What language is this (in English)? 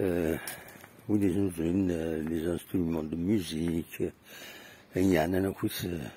Kabyle